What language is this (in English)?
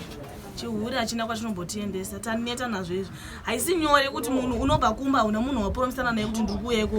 Shona